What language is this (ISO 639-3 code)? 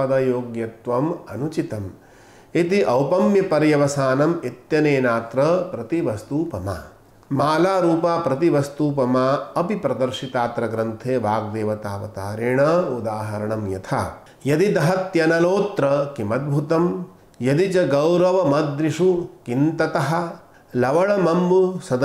san